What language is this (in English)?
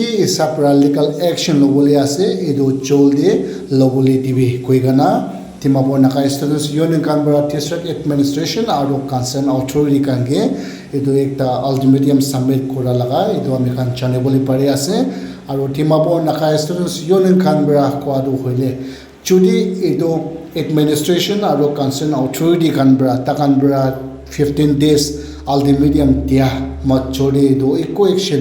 Naga Pidgin